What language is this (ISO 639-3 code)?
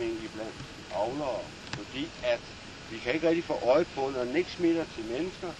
dan